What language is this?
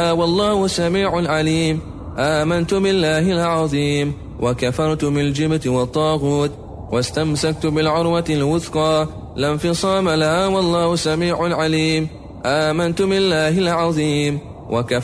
Arabic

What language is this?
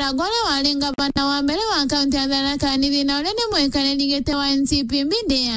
Meru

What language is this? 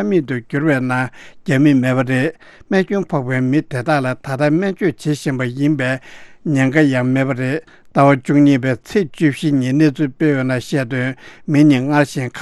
Tibetan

